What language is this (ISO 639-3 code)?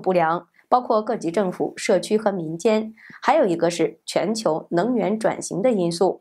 zho